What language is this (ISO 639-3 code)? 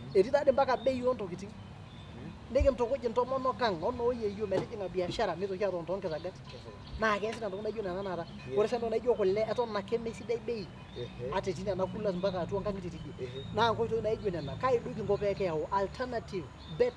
mas